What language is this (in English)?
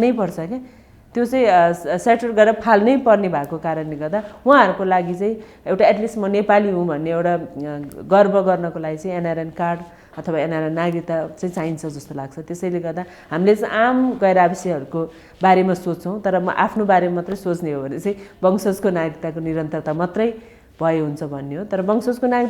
Nepali